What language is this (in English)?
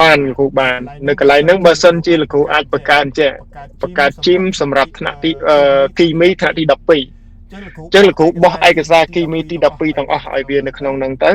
Khmer